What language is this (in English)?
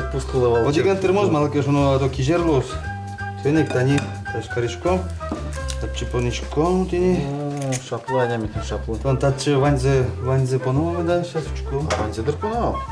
Udmurt